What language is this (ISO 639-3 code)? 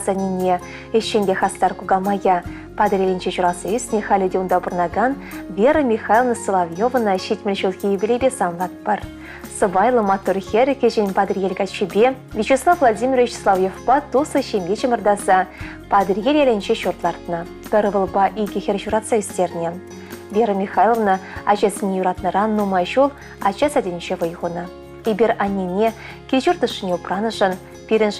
chv